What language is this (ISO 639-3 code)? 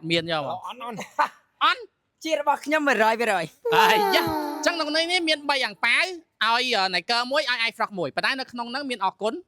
khm